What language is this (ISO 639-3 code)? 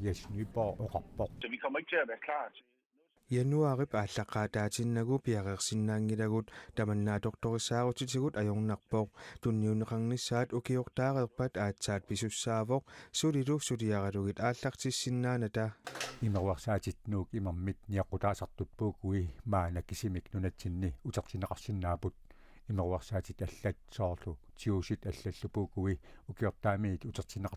kal